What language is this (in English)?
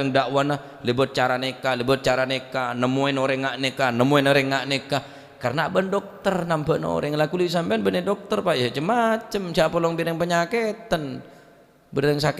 Madurese